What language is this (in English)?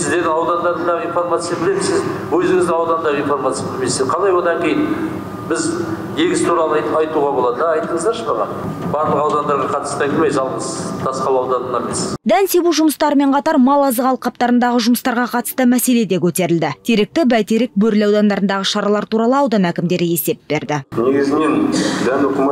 Kazakh